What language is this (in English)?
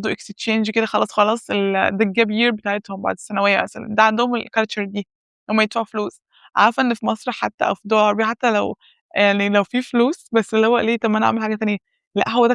Egyptian Arabic